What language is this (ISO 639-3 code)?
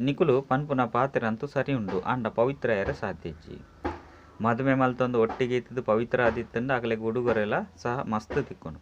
tcy